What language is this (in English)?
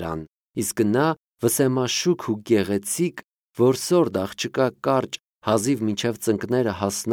Armenian